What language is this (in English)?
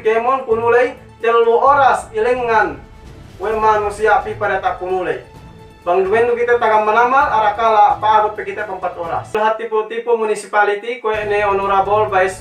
Yakan